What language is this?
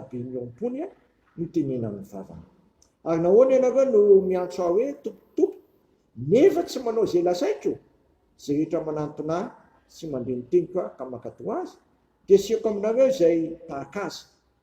Malagasy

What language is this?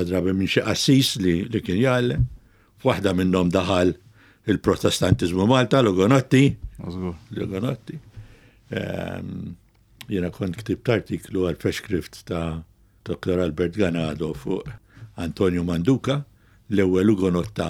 Maltese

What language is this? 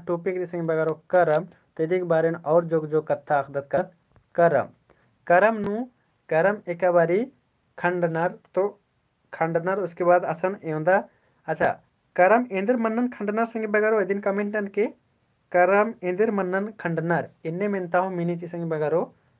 Kurukh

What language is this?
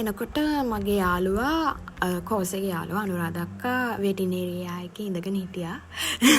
Sinhala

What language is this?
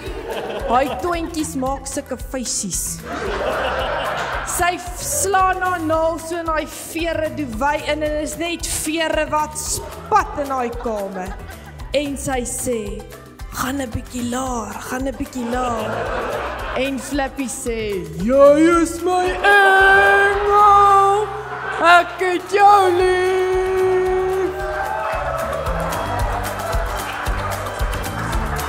Afrikaans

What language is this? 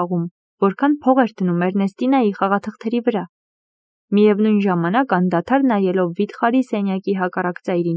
Armenian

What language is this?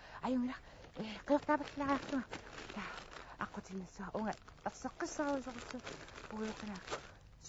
Kalaallisut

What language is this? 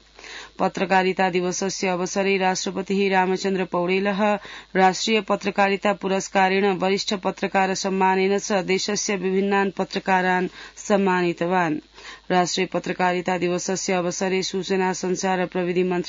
Sanskrit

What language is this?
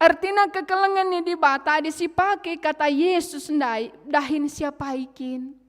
Batak Karo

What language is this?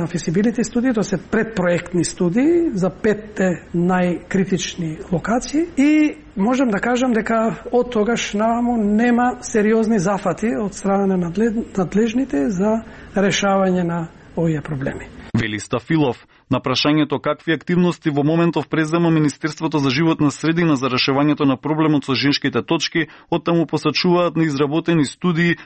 Macedonian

